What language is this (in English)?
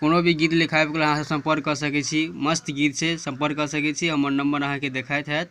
Maithili